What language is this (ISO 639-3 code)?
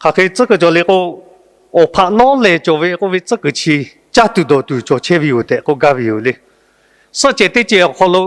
lhu